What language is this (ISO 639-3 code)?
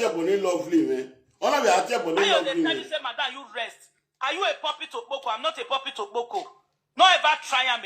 pcm